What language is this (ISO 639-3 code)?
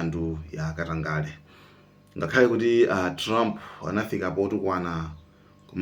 nya